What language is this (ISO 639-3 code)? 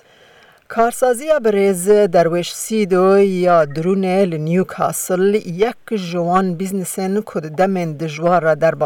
kur